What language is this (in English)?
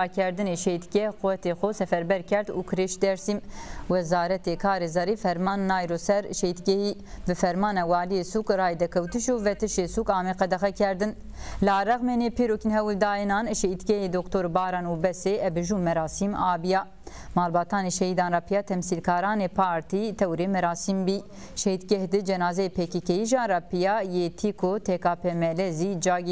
Zaza